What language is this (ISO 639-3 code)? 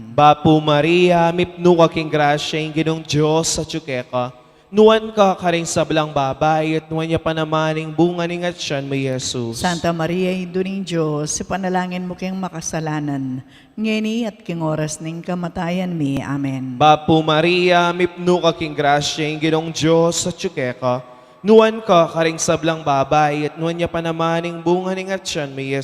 pam